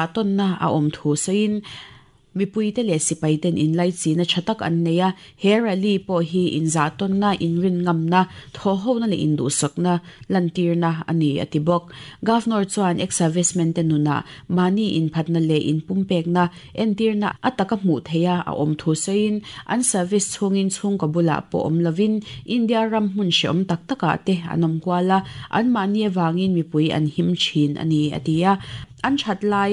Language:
Mizo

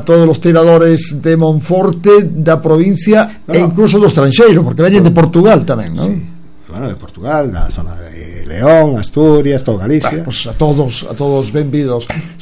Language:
Galician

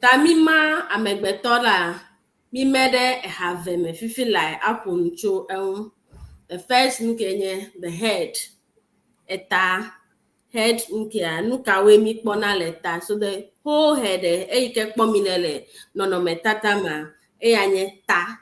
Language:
Ewe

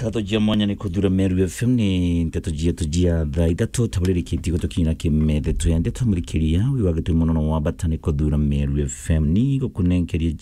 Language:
Meru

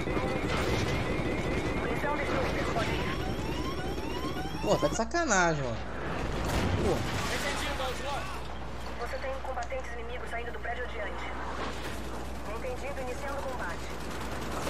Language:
Portuguese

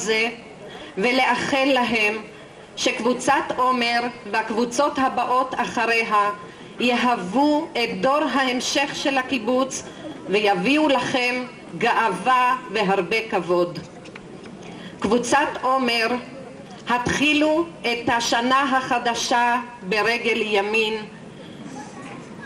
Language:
Hebrew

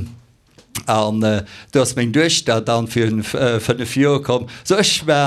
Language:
Luxembourgish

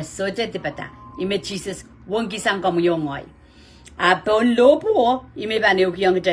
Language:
Pohnpeian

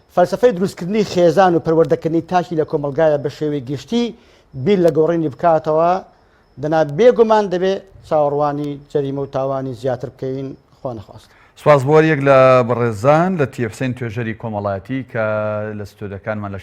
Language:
Central Kurdish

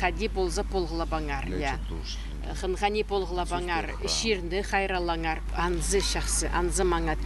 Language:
Khakas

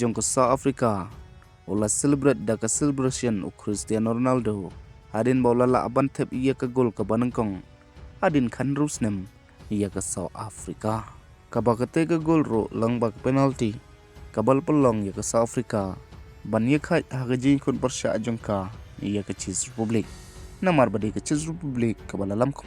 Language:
Khasi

